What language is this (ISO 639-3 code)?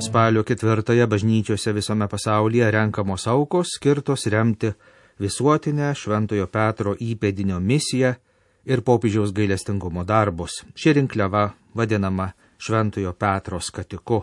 lit